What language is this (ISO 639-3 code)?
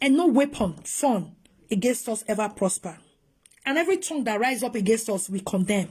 pcm